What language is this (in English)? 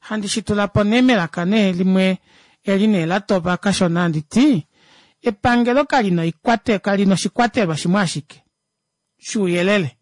Kuanyama